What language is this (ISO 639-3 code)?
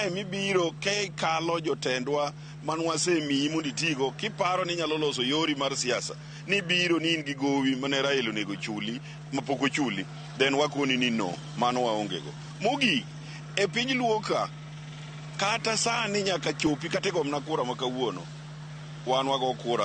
luo